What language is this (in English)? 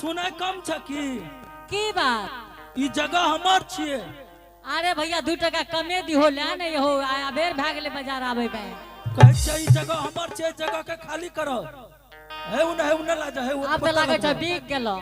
Angika